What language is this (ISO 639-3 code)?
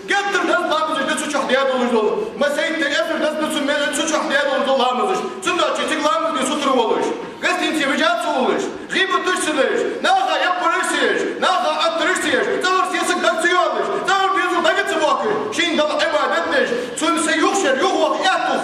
inh